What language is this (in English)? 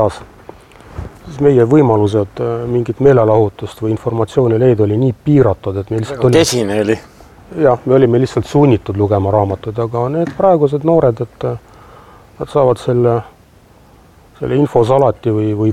Estonian